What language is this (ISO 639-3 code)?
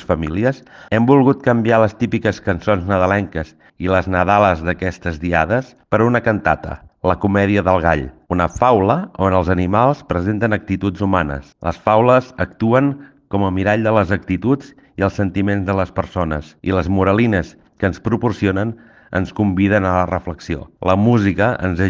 cat